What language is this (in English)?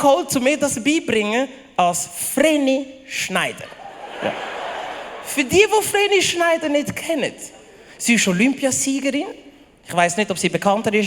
Swiss German